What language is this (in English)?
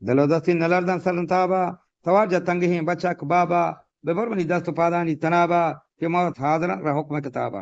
Eastern Balochi